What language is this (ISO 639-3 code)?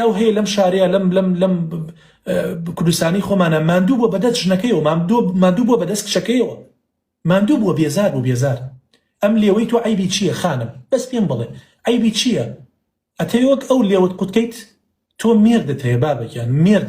ckb